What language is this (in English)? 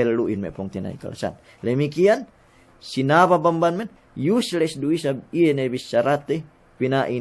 Yakan